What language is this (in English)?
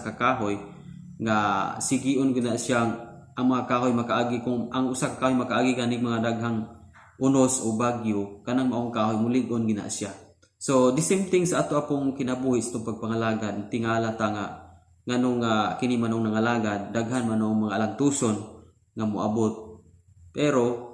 Cebuano